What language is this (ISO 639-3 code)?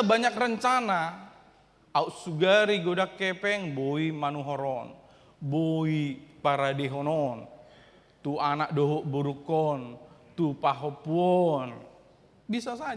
bbc